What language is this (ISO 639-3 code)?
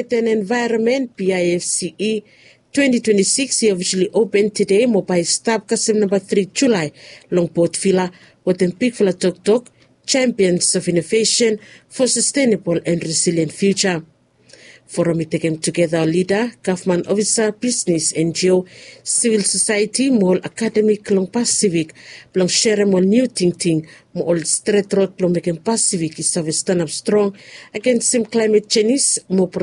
bis